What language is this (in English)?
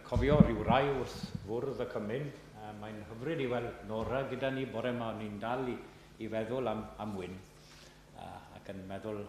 Welsh